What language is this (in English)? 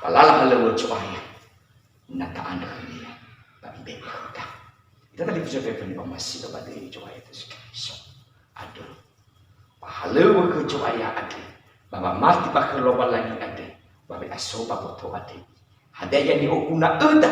Nias